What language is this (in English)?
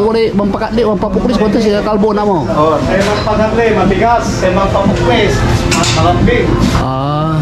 Pangasinan